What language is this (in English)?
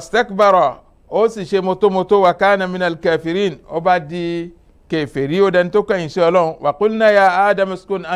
Yoruba